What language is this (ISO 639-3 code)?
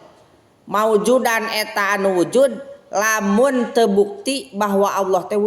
sun